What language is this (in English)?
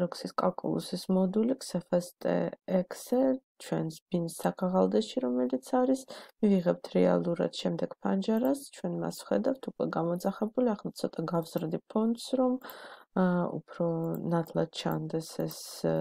Georgian